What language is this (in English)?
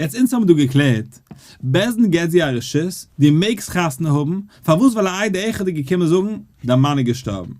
Yiddish